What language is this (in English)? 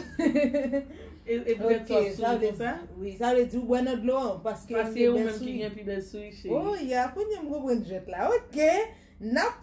Haitian Creole